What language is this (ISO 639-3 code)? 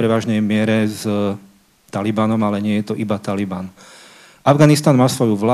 slk